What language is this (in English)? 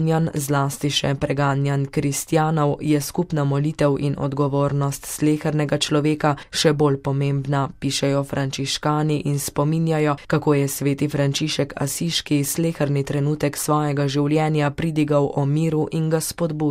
Slovenian